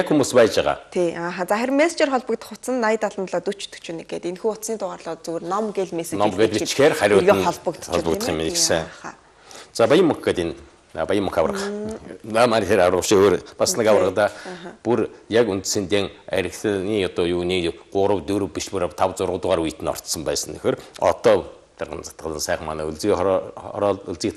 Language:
Mongolian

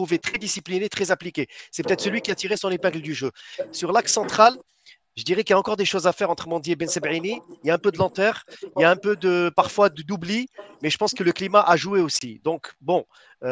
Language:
French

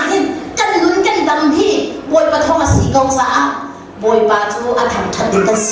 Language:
Hakha Chin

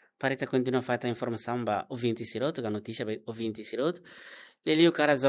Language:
Tetum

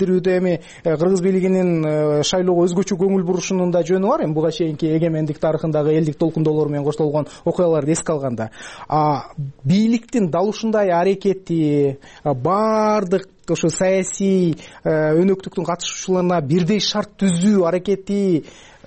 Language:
Kyrgyz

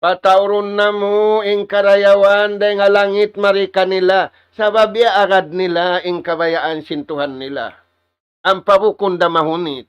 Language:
Tausug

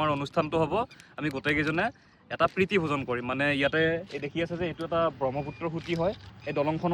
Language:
Assamese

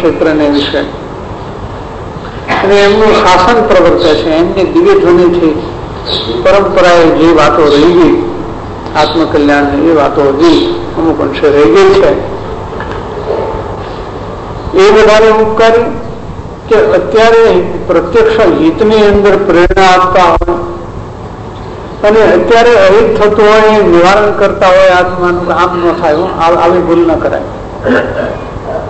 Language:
Gujarati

